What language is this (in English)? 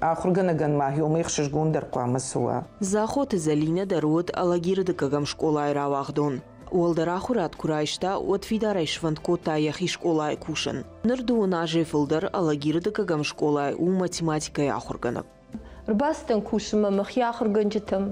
Ossetic